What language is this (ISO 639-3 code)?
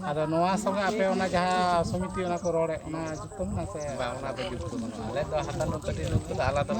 sat